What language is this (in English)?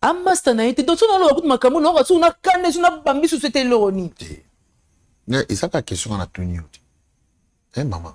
Lingala